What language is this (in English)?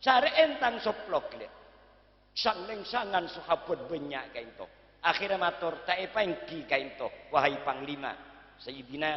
Madurese